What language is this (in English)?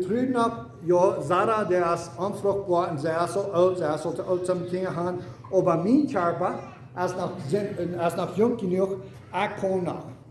Plautdietsch